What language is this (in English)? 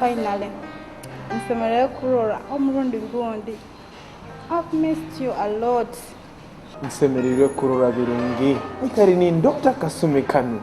Nyoro